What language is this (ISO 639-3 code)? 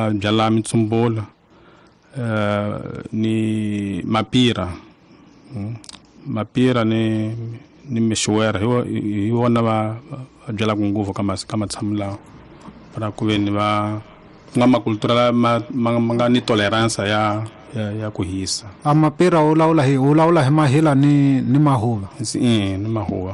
tso